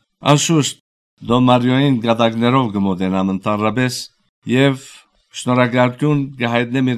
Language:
Armenian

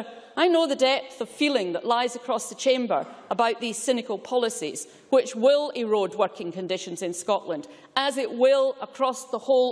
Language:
English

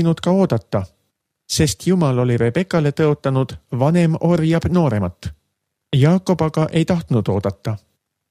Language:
Estonian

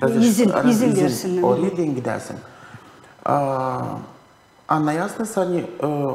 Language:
Gagauz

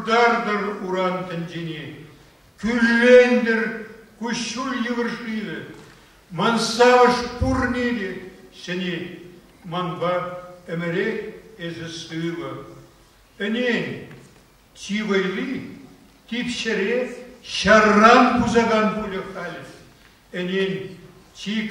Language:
Chuvash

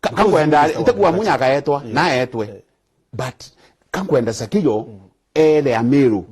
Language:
Meru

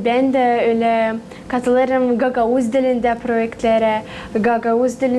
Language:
Gagauz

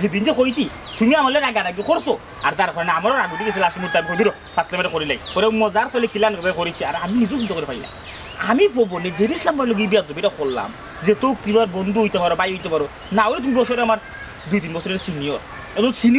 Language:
Sylheti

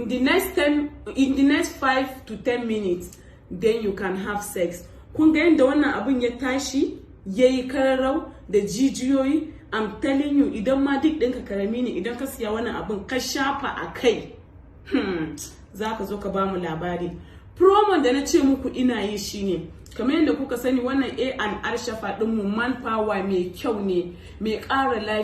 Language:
Hausa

